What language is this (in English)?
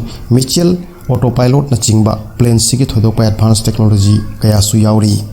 Manipuri